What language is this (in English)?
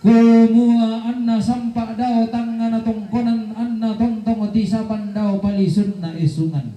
Toraja-Sa'dan